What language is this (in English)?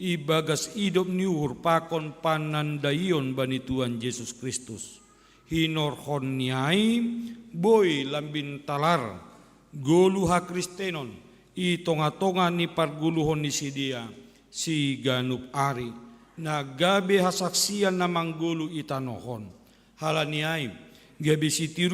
Batak Simalungun